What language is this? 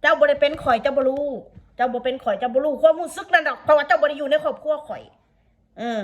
Northeastern Thai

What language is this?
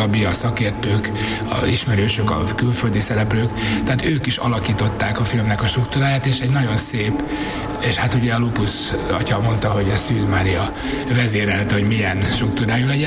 Hungarian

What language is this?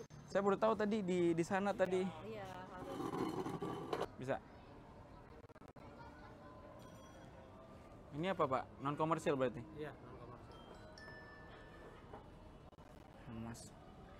Indonesian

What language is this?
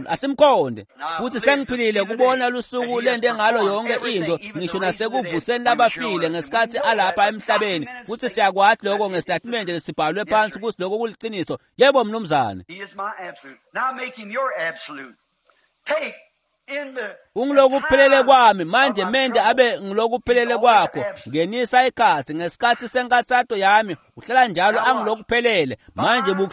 Swati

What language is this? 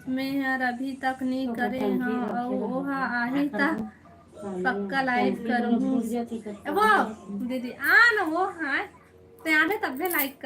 Chhattisgarhi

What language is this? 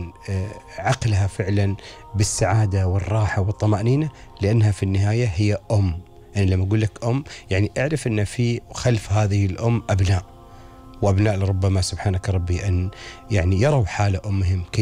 Gulf Arabic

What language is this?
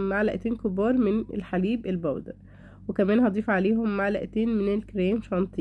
Egyptian Arabic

